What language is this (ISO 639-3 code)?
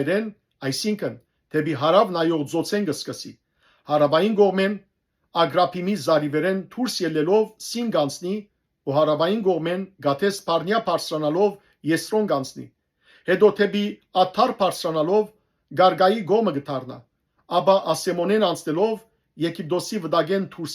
hyw